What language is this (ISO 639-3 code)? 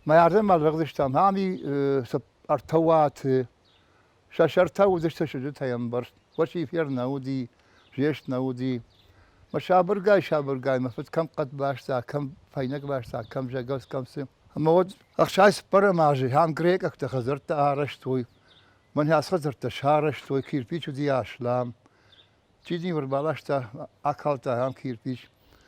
oss